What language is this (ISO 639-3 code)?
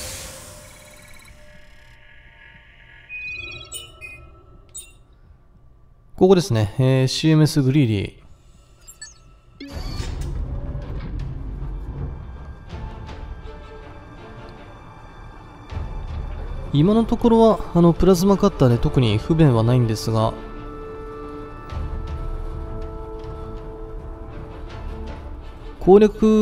jpn